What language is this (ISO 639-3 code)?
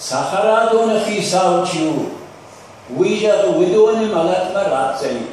oss